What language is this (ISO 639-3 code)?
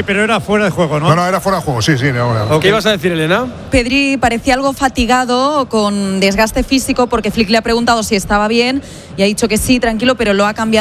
spa